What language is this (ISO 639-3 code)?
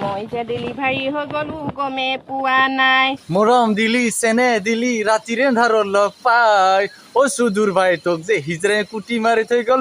asm